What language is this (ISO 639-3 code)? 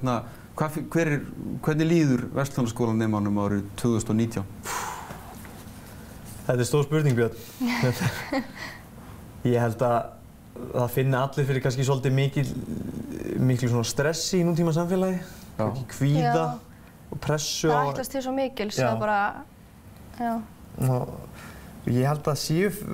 isl